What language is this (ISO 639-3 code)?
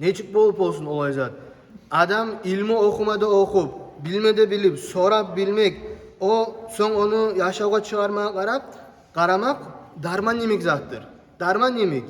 kum